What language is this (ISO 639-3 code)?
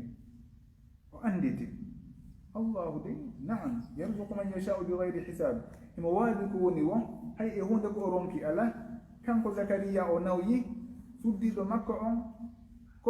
ful